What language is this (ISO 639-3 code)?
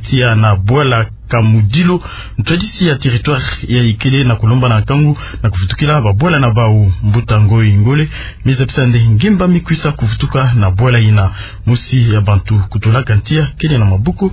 ktu